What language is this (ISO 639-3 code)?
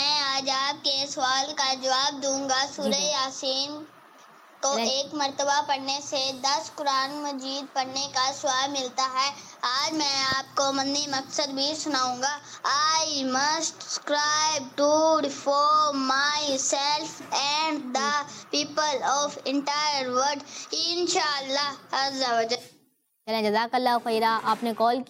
urd